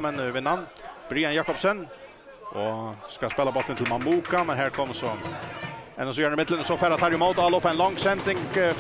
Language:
Faroese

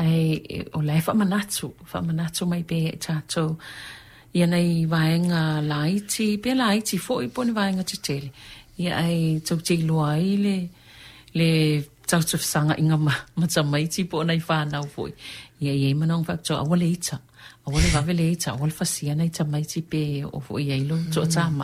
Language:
Samoan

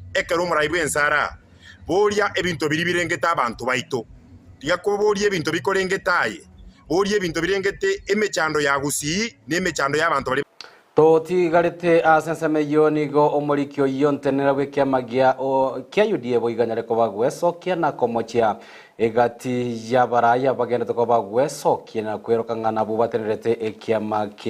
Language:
Gusii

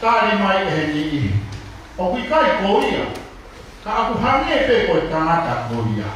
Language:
Tongan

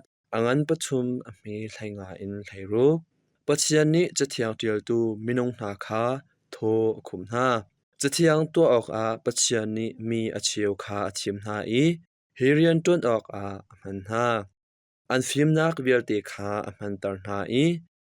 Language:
Hakha Chin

